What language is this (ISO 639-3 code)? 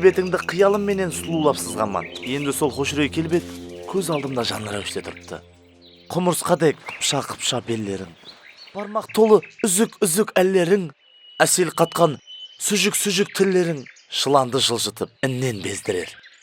kaa